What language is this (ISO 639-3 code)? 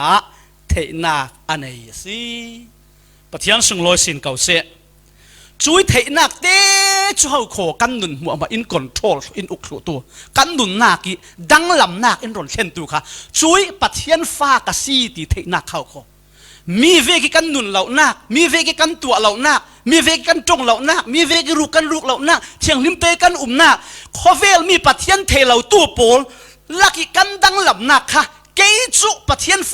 cfm